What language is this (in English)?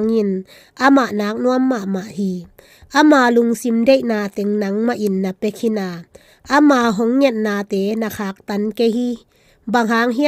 Tedim Chin